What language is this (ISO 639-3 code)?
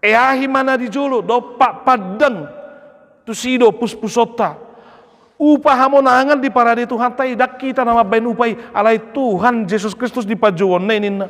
bbc